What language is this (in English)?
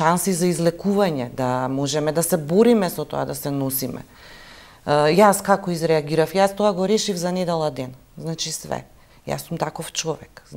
Macedonian